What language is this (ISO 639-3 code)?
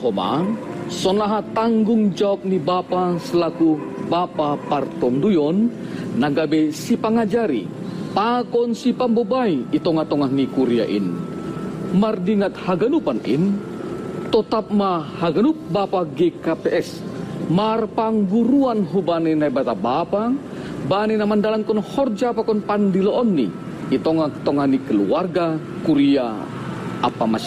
bts